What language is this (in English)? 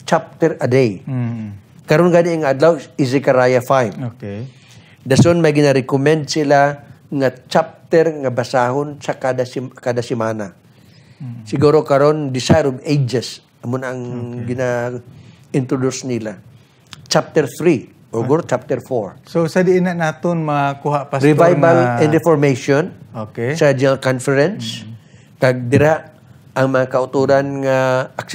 Hiligaynon